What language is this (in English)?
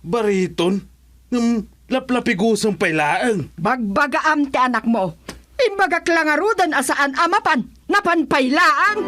Iloko